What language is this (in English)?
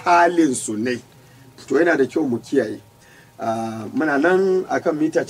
Hausa